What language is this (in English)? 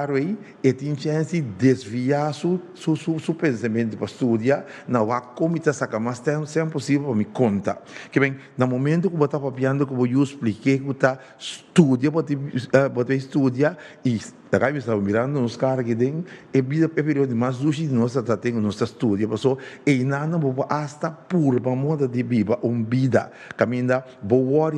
Papiamento